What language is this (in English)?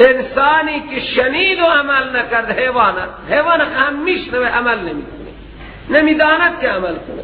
Persian